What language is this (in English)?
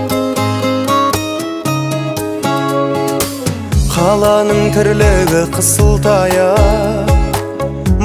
Kazakh